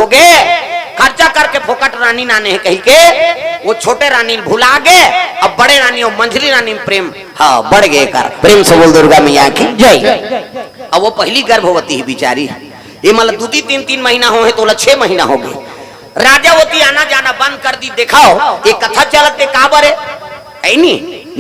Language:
Chhattisgarhi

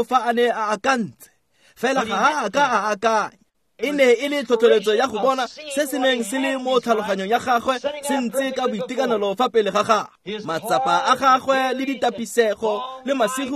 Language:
Tswana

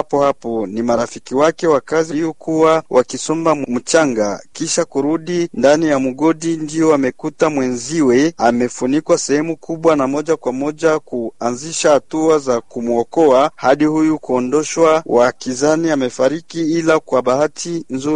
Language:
Swahili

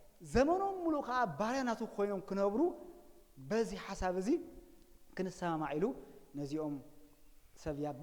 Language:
Tigrinya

